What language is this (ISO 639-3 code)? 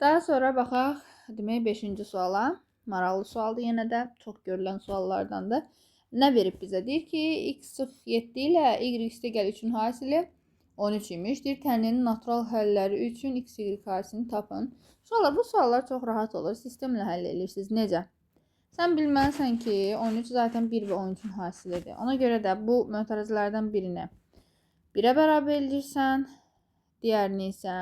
aze